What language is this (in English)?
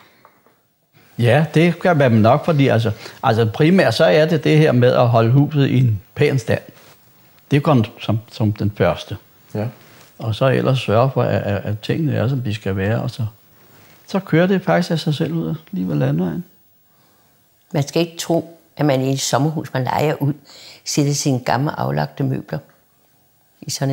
Danish